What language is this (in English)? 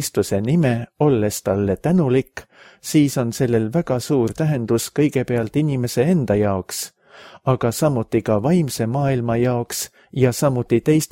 Estonian